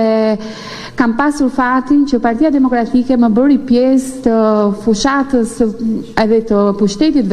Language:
Albanian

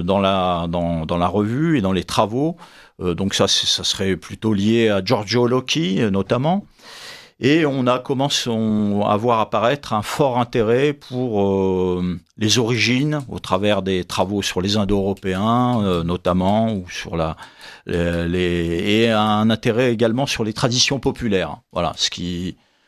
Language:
French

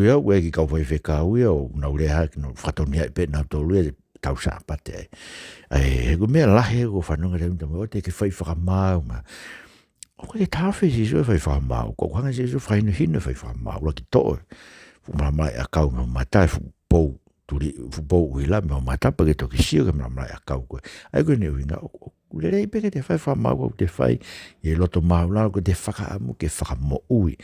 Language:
Tongan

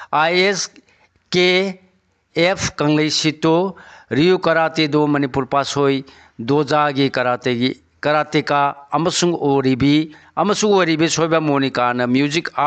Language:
Manipuri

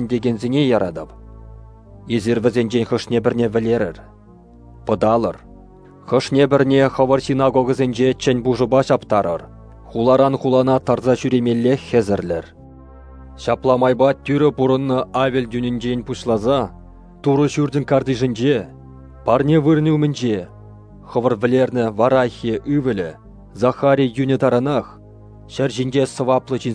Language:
Chuvash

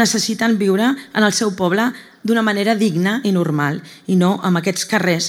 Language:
Catalan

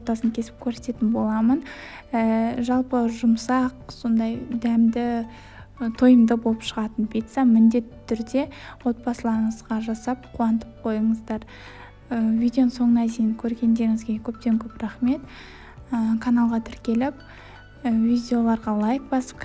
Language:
Kazakh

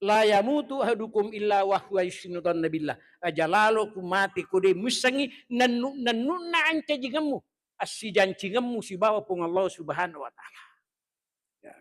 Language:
Buginese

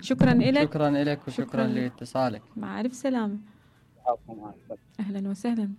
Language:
Mesopotamian Arabic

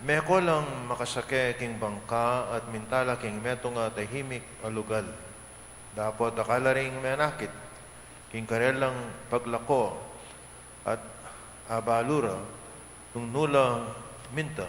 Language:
Pampanga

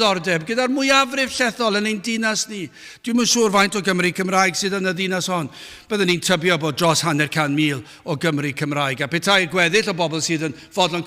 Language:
Welsh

